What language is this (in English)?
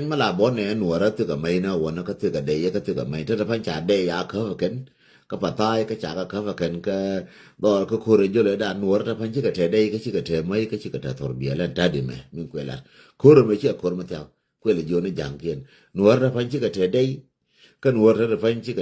Nuer